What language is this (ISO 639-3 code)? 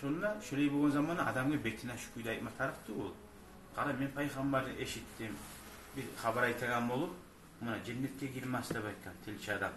kum